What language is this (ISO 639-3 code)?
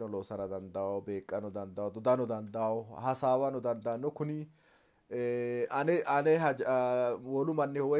sid